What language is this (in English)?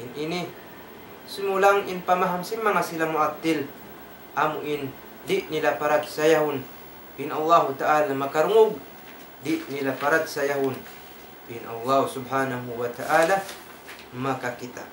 Tausug